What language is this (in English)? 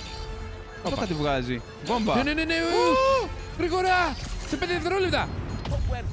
Greek